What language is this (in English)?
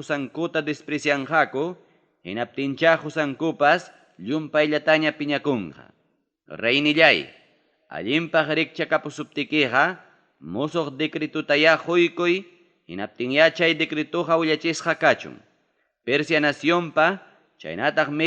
Ayacucho Quechua